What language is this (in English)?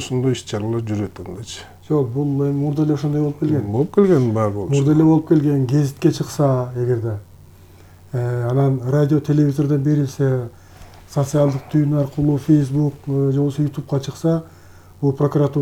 Kyrgyz